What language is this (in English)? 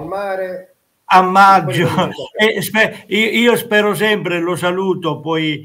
Italian